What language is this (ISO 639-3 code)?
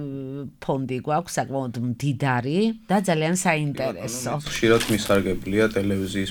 kat